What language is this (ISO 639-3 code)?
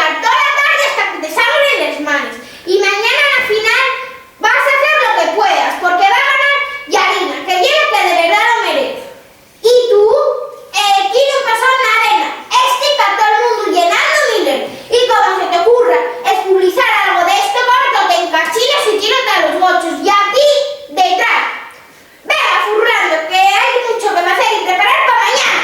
ast